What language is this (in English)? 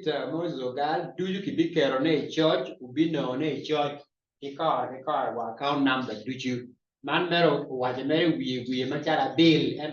Acoli